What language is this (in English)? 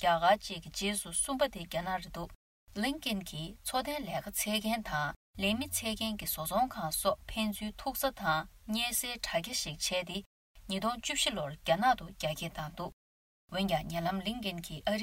Tibetan